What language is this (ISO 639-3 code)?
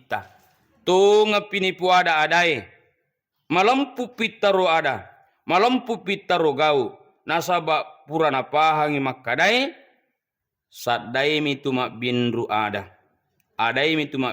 bug